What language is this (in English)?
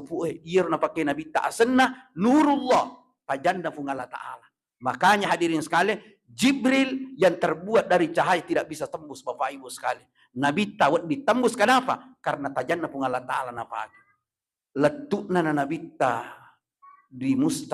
Buginese